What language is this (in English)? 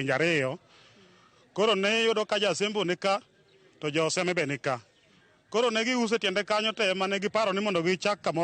Luo (Kenya and Tanzania)